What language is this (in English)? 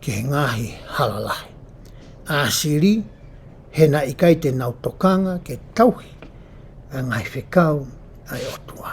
Tongan